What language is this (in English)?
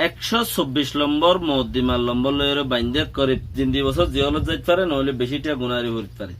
Rohingya